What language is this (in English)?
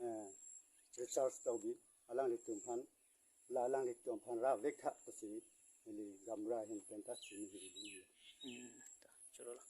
Karbi